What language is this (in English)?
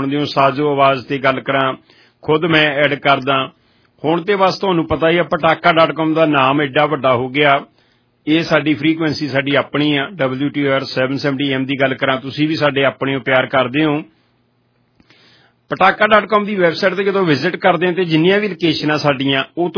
Punjabi